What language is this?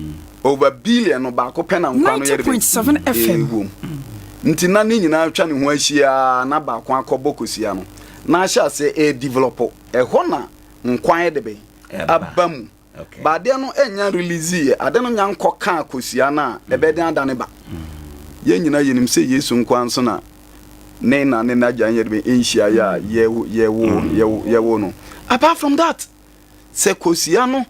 Akan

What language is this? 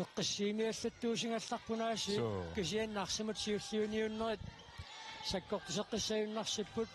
Kalaallisut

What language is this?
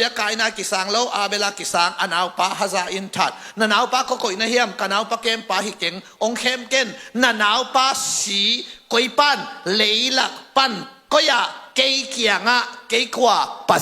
Tedim Chin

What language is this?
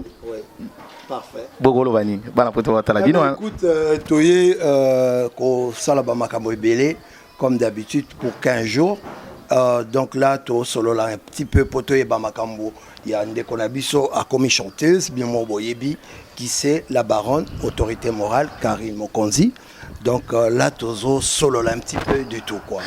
Lingala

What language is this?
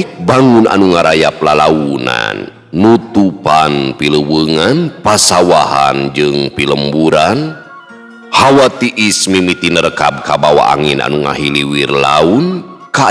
Sundanese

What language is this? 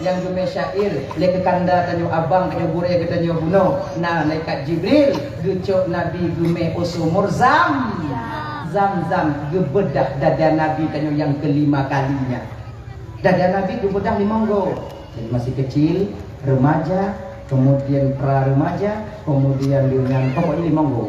Achinese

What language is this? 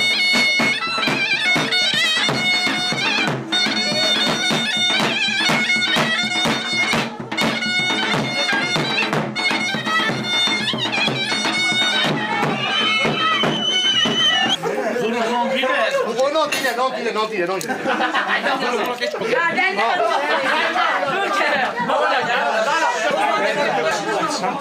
Kurdish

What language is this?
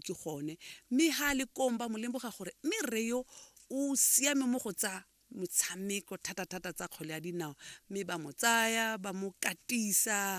Tswana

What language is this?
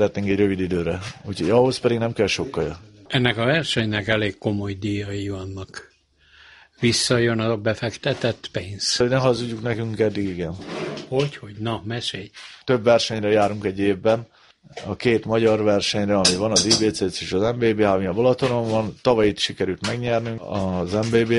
Hungarian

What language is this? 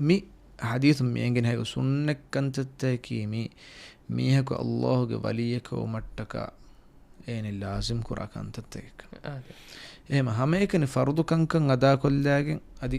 Divehi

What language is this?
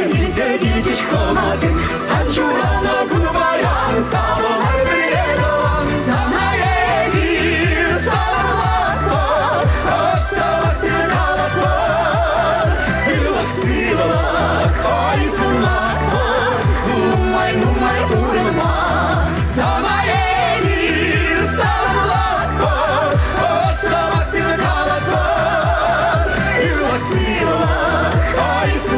Chuvash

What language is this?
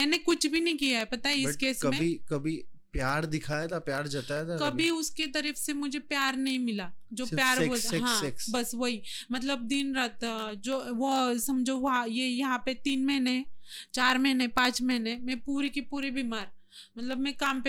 Hindi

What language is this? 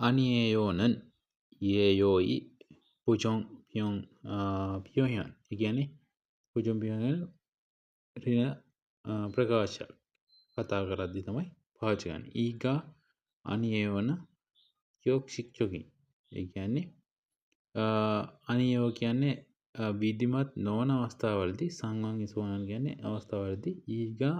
Sinhala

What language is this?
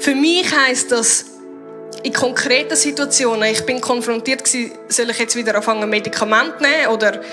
Swiss German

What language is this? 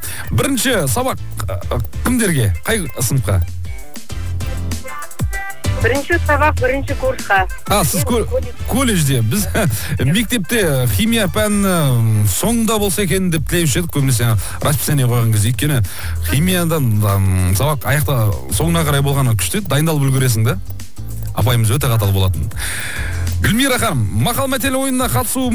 Kazakh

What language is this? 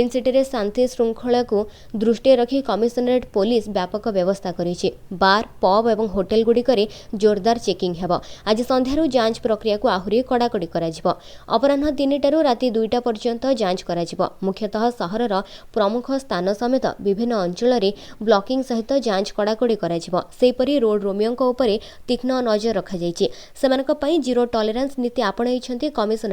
Odia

